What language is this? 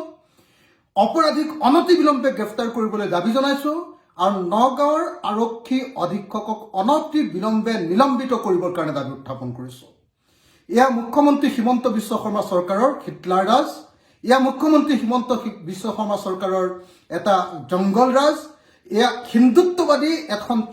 Assamese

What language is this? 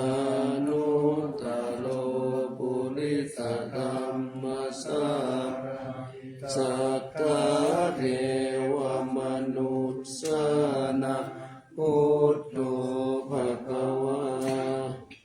Pali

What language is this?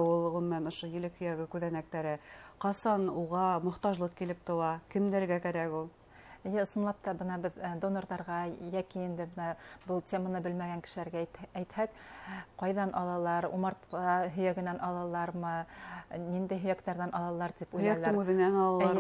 Bashkir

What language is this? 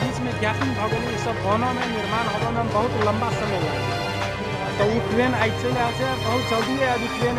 Maithili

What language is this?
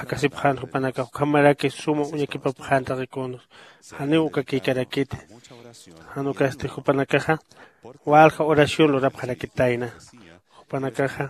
Aymara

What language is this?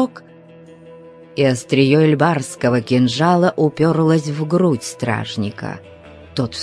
Russian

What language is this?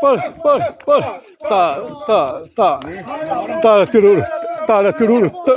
Xavánte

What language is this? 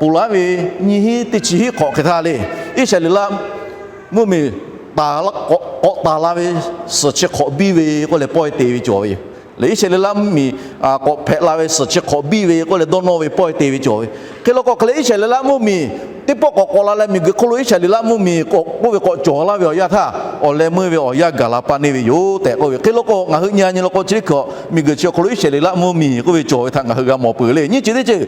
Lahu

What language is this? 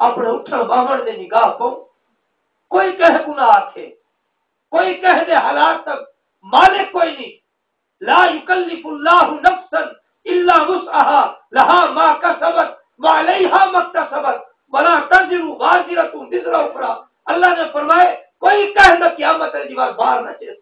Saraiki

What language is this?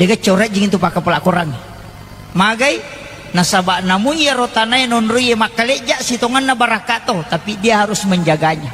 Buginese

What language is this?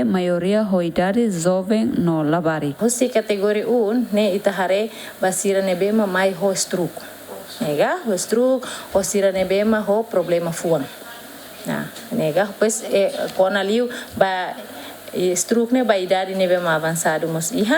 Tetum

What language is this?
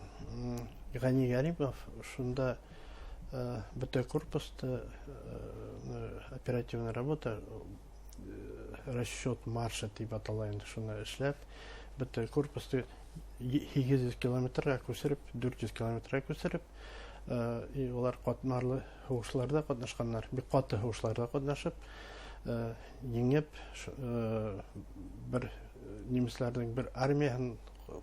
Bashkir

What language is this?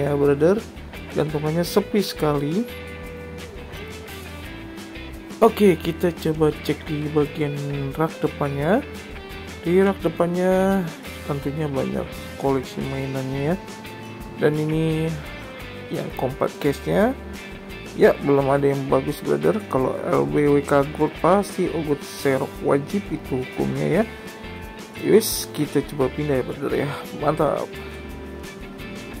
Indonesian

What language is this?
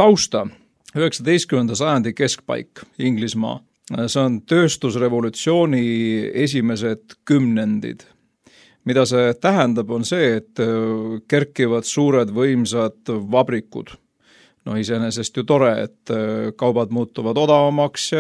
Estonian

